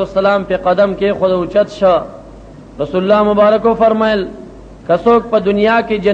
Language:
Pashto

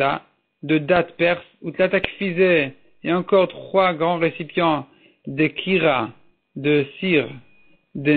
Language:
French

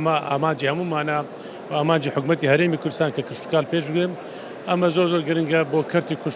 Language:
Central Kurdish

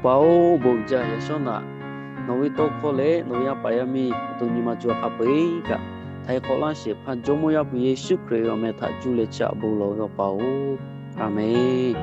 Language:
Lahu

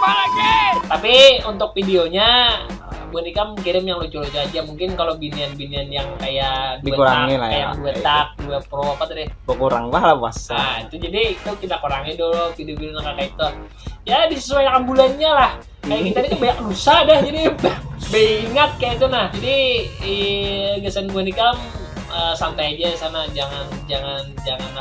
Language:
Banjar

